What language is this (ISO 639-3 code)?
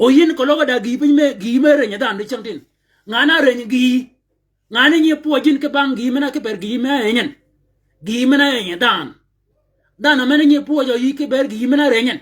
shk